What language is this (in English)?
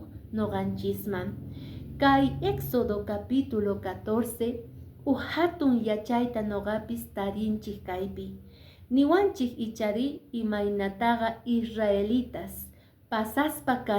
Quechua